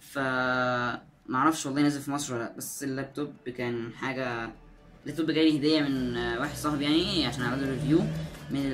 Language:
Egyptian Arabic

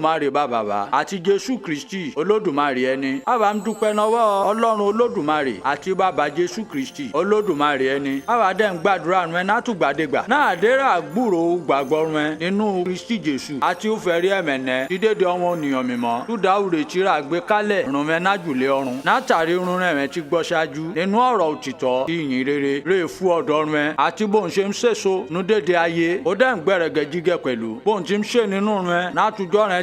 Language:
Yoruba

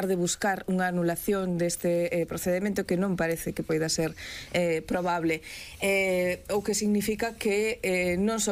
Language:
Galician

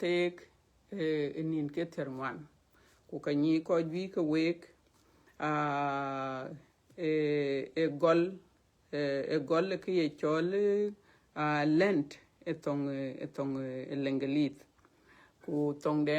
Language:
Dinka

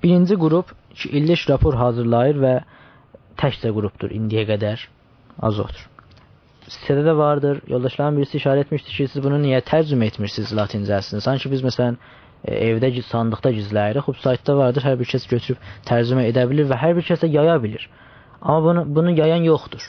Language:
South Azerbaijani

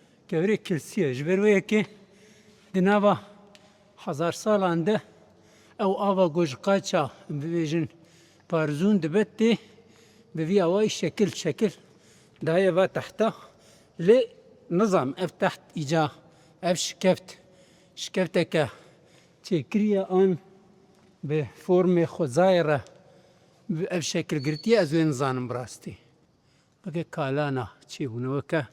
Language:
Kurdish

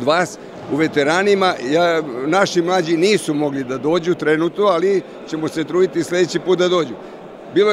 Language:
Serbian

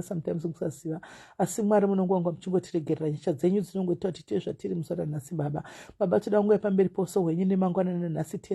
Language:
Shona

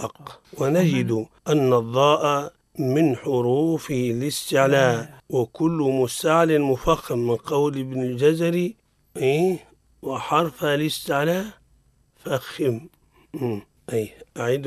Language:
Arabic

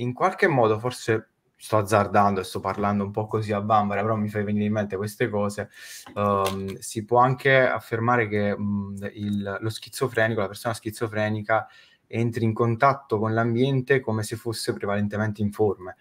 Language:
Italian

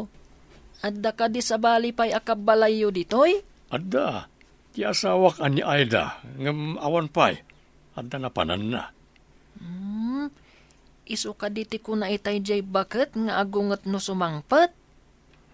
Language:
Iloko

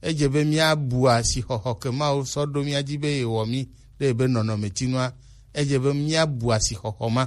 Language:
Gen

